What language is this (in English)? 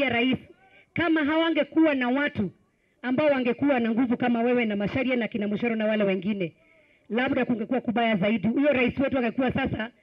Swahili